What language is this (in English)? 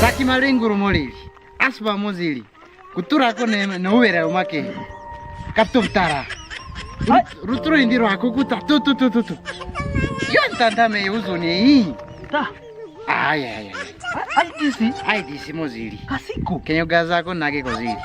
Kwangali